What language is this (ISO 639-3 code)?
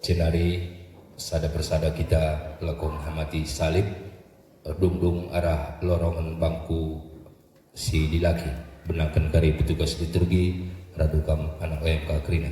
btx